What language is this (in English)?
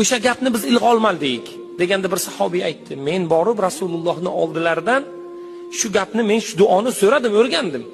Uzbek